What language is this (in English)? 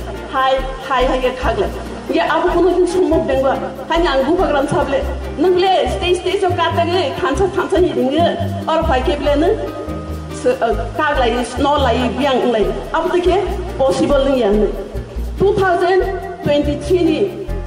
Riang (India)